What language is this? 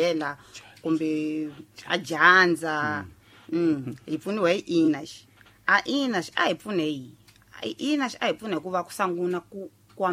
Tsonga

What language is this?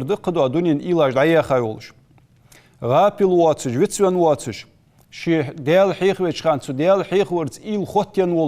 Ingush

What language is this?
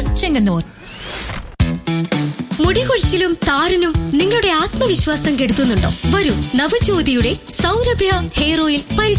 Malayalam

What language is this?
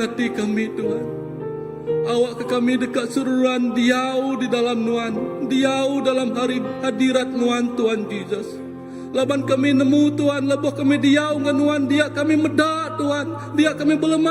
Iban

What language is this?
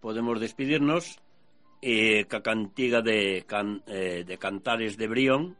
Galician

